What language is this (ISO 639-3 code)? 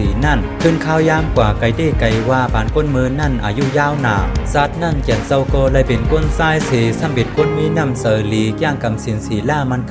shn